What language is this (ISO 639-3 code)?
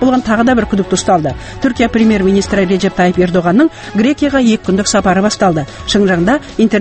kaz